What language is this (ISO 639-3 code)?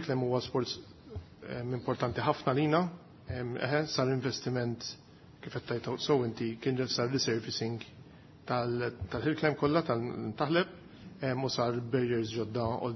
mlt